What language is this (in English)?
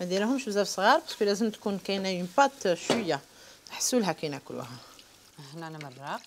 Algerian Arabic